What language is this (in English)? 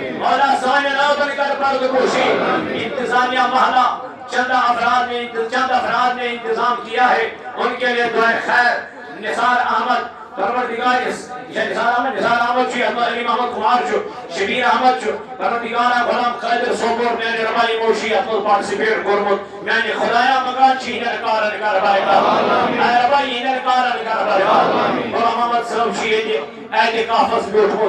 Kashmiri